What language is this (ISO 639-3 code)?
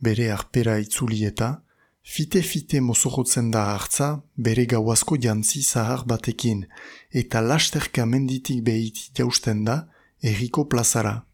eus